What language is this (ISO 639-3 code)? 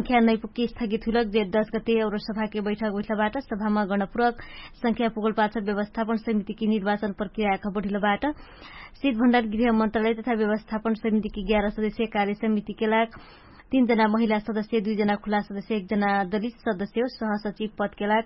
thl